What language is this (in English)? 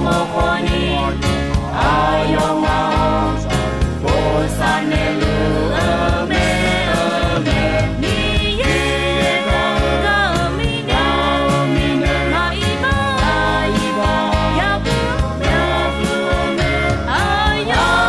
Akha